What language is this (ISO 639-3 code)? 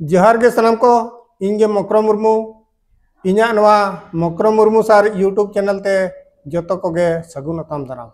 sat